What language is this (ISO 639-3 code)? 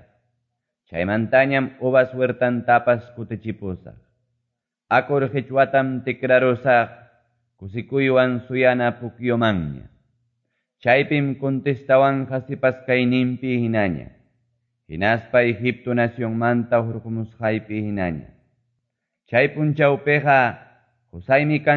que